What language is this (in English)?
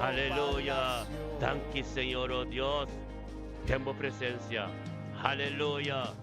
Papiamento